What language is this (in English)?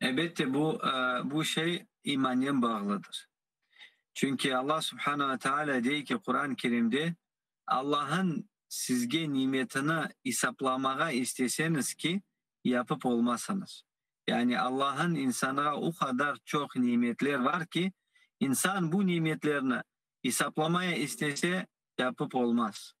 Crimean Tatar